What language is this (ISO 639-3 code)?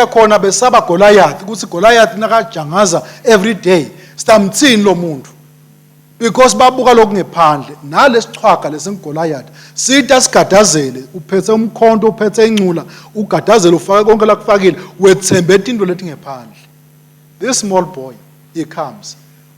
ssw